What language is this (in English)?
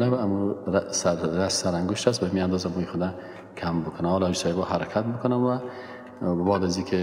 Persian